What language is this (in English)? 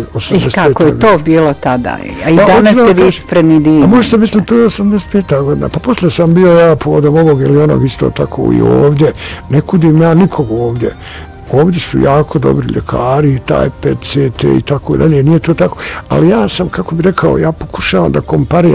Bosnian